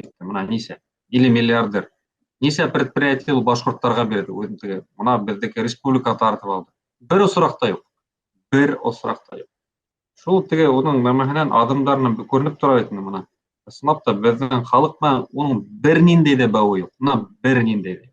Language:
Bashkir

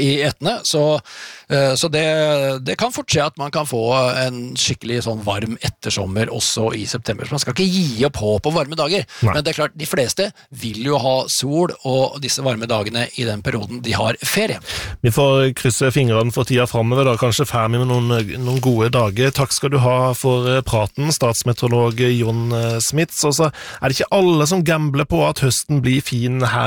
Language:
Norwegian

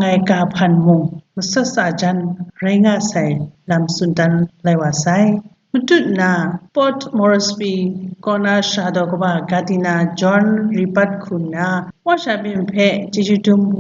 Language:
Kachin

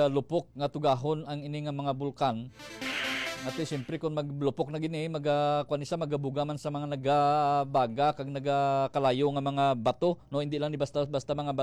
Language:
Hiligaynon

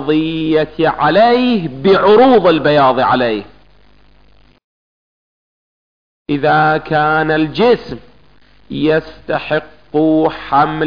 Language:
Arabic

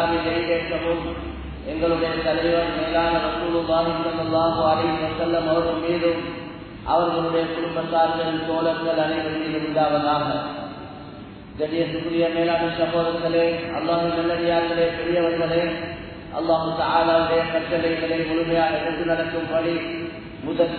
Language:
Tamil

